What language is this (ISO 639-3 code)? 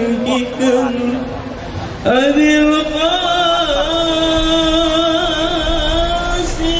bew